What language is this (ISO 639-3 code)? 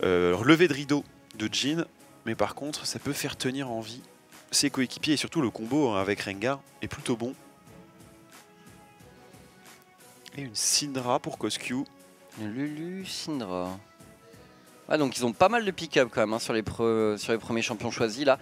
fra